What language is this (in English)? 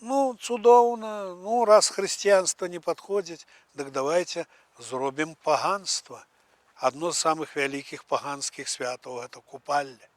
Belarusian